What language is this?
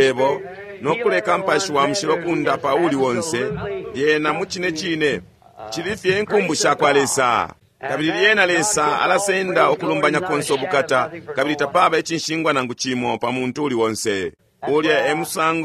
Bemba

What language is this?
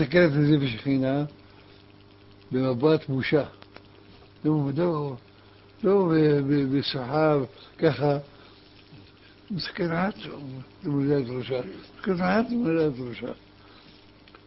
Hebrew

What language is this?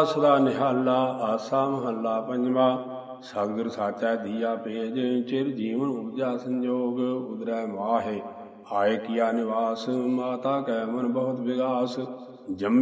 Punjabi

